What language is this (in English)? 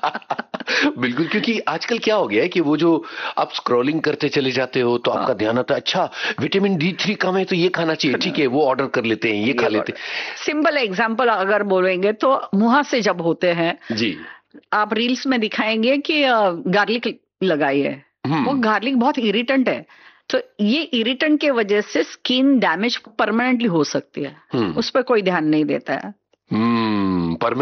Hindi